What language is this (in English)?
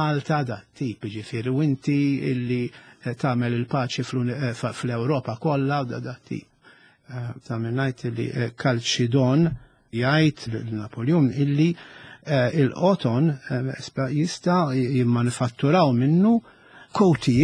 Maltese